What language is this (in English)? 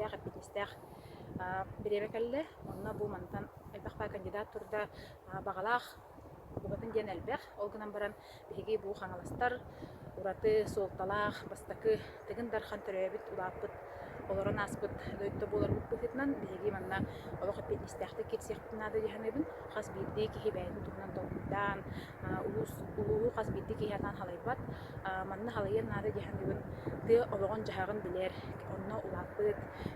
Yakut